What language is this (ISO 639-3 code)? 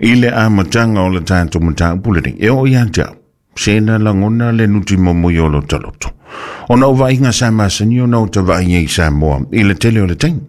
smo